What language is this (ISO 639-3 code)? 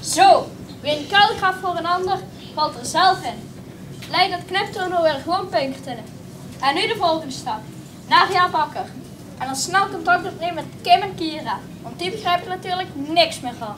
lim